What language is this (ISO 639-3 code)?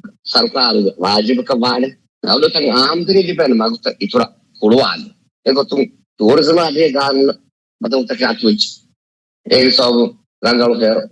div